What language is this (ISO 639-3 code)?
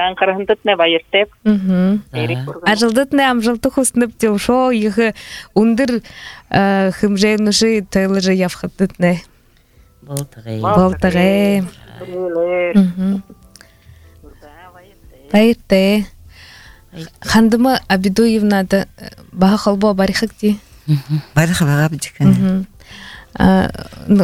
bua